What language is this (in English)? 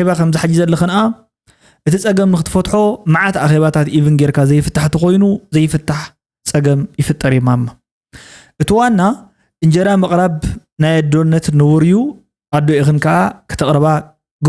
Tigrinya